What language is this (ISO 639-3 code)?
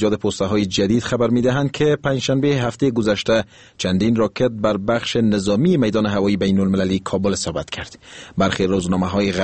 fas